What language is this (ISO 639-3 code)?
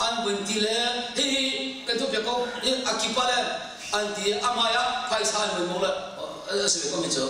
cnh